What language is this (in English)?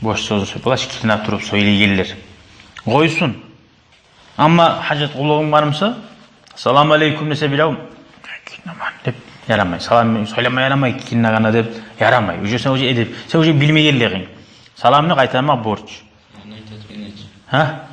Kumyk